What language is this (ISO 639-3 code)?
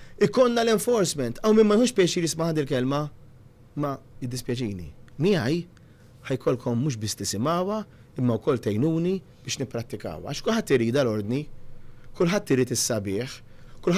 mlt